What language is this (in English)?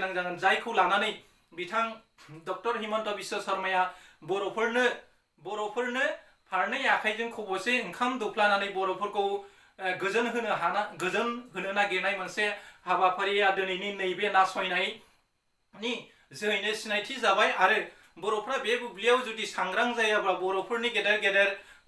Bodo